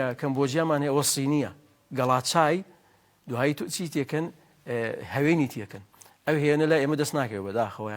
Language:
Central Kurdish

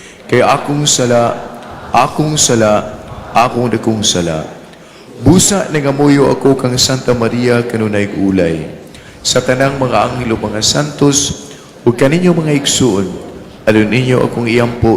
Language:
Cebuano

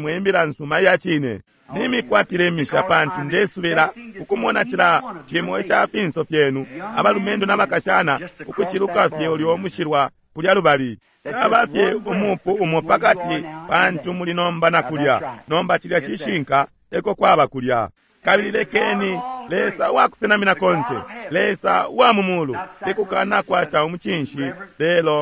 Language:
Bemba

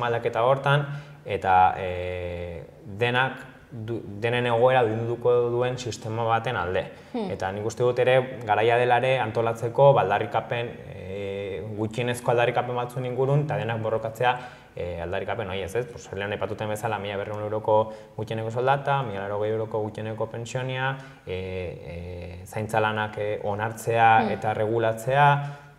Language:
Basque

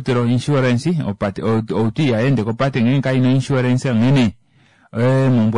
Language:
Kuanyama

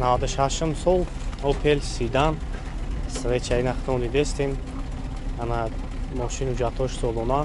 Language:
Tajik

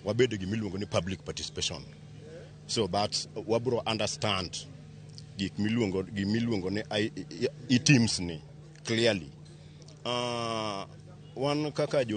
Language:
Luo (Kenya and Tanzania)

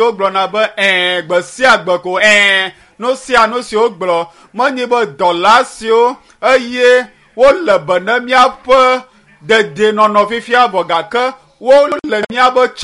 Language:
Ewe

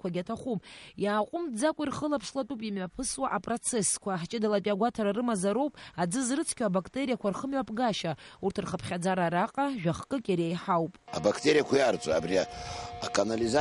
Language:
Abkhazian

